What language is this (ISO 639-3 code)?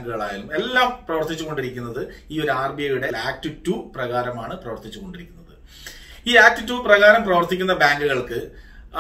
mal